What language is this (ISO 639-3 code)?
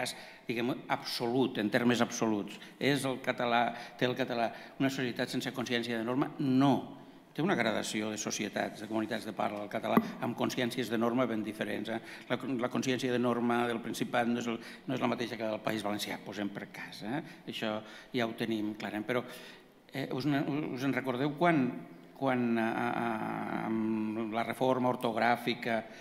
cat